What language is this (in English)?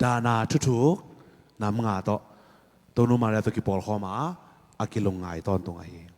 Tedim Chin